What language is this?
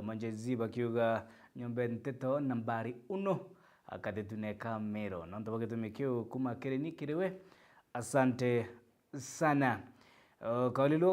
Meru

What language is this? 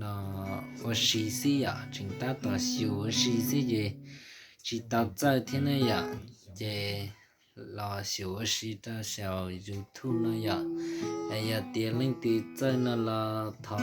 Hmong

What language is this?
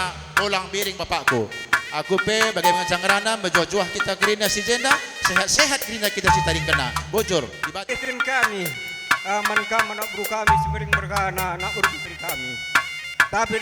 Batak Karo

